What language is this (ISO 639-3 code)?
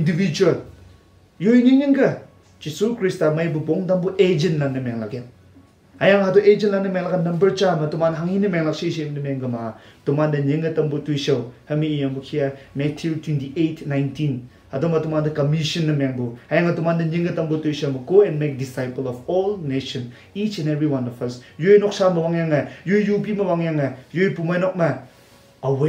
nbe